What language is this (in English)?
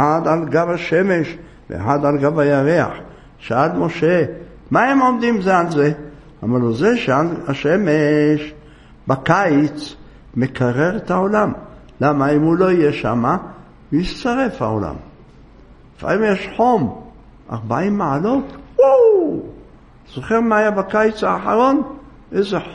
Hebrew